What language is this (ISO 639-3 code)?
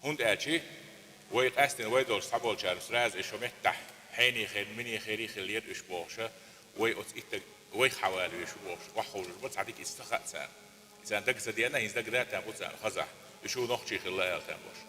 che